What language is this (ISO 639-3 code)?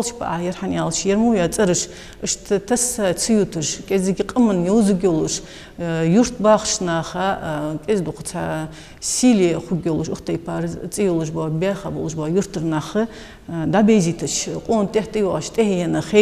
inh